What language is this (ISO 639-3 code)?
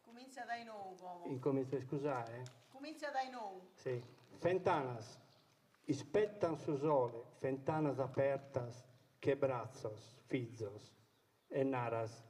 srd